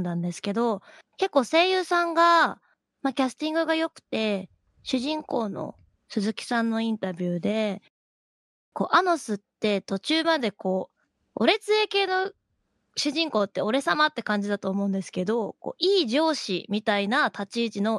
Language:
Japanese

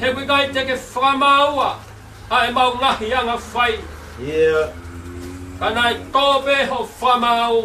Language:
Tongan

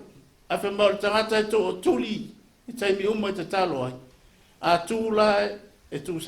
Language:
Samoan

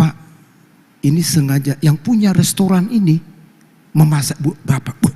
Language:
Batak Toba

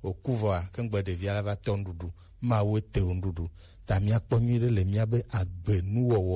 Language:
Gen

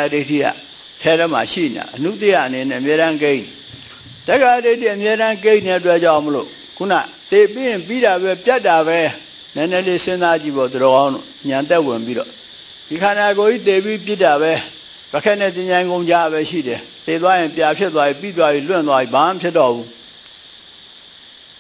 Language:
Burmese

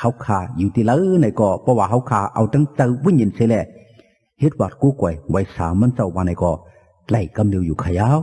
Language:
Shan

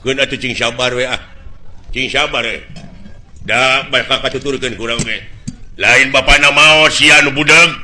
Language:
Sundanese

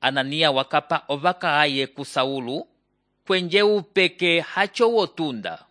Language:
Umbundu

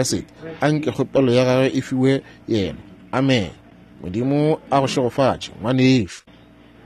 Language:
Northern Sotho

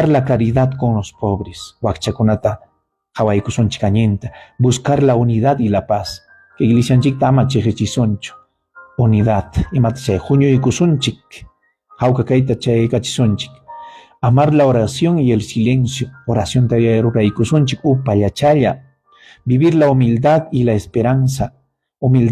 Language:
Ayacucho Quechua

